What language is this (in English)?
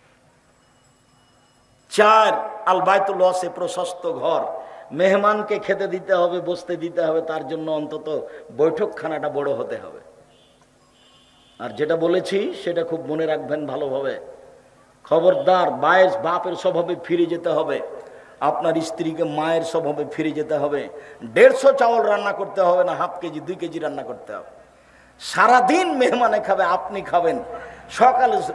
Bangla